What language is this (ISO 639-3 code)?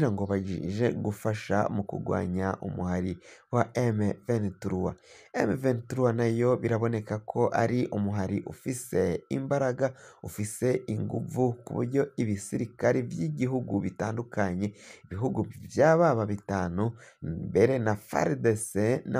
run